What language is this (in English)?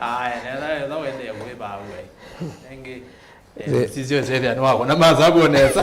Kamba